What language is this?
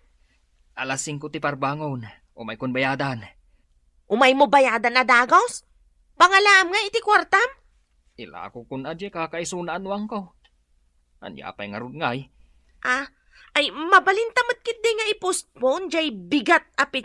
Iloko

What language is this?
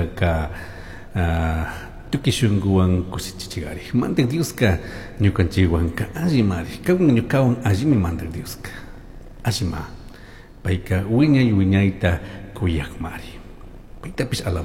Chimborazo Highland Quichua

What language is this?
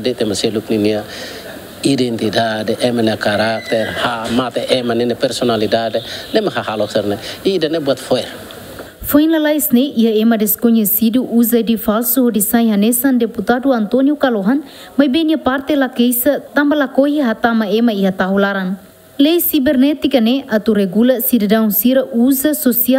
Tetum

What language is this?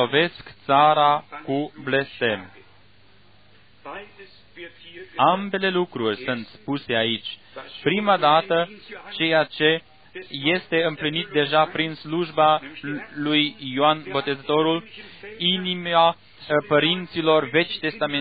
Romanian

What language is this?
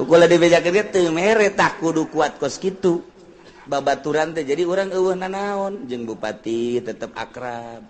Sundanese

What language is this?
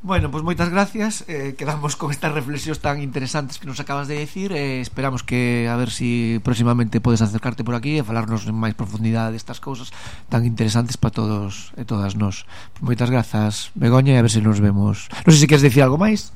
Galician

